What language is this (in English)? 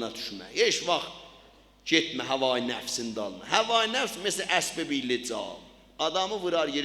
South Azerbaijani